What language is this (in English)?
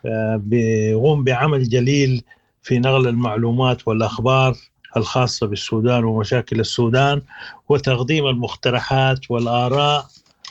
Sudanese Arabic